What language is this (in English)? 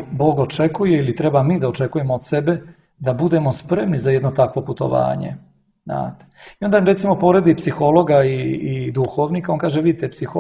Serbian